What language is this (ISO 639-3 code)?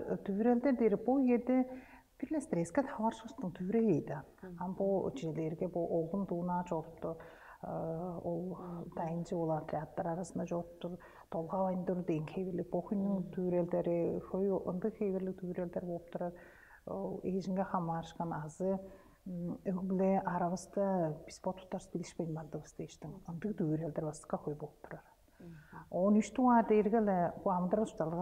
tyv